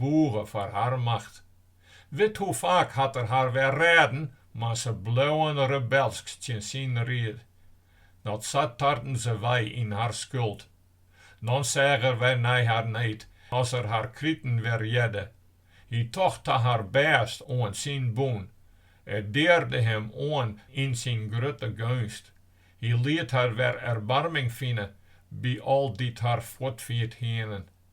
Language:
Western Frisian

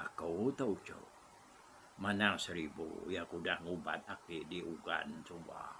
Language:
Iban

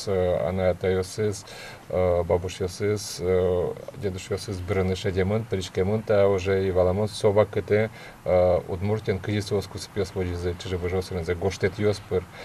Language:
Udmurt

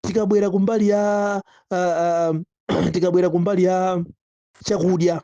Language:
Nyanja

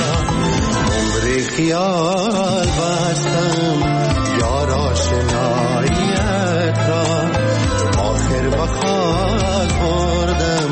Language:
Persian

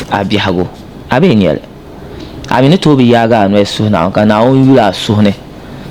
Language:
Dagbani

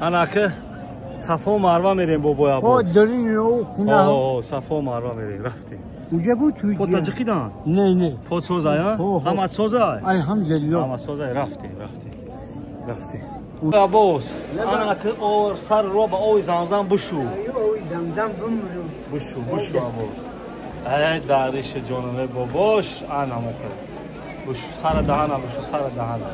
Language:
Tajik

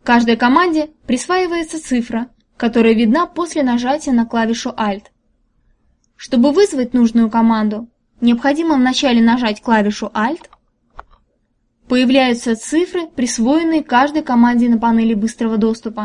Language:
Russian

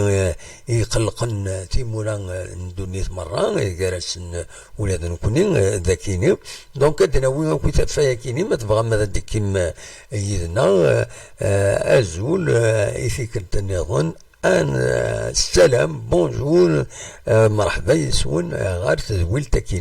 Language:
Kabyle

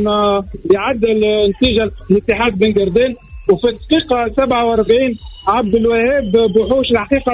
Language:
Tunisian Arabic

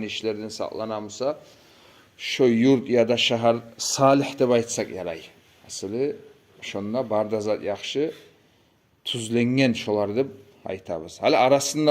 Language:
Kumyk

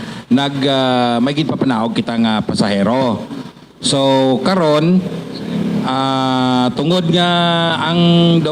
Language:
Hiligaynon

